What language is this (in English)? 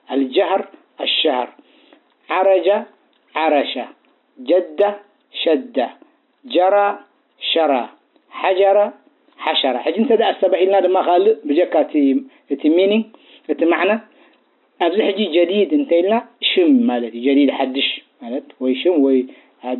Tigrinya